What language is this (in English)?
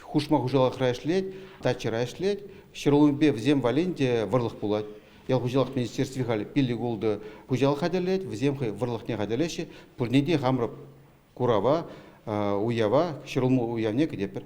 Chuvash